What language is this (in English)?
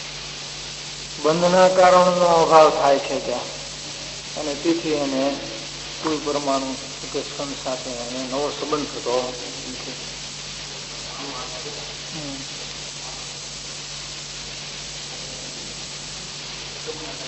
Gujarati